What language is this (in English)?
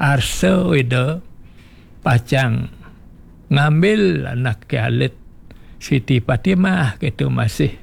Balinese